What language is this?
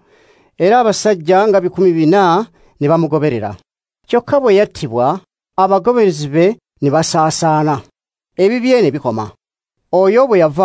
Ganda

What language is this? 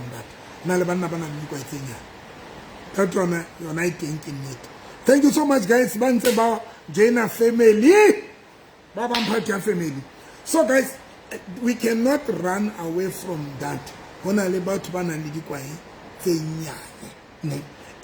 Southern Sotho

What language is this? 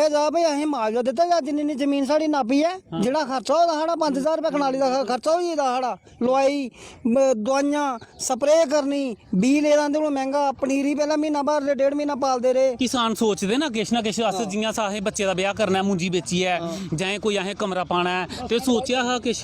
Dogri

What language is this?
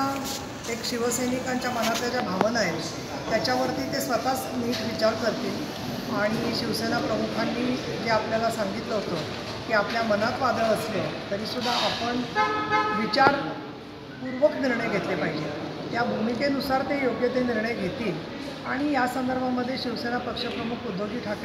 Marathi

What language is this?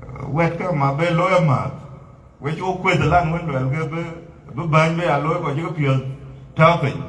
Dinka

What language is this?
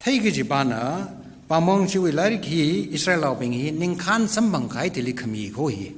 Tangkhul Naga (India)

